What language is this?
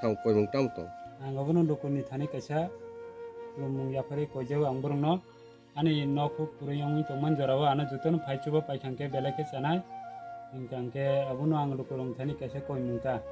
Kok Borok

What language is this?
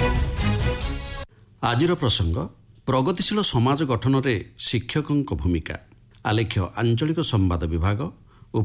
Odia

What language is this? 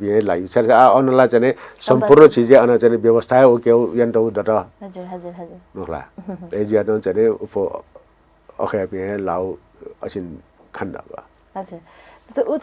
Newari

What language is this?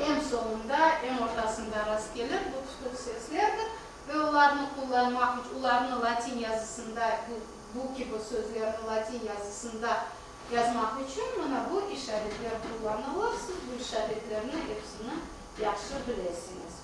Crimean Tatar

